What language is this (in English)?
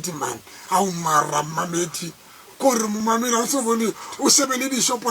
Tswana